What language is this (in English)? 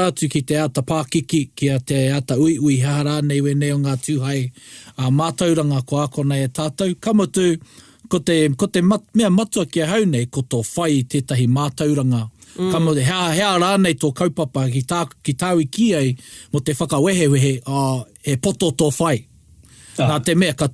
Māori